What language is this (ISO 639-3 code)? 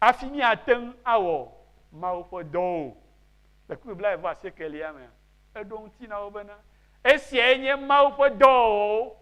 ewe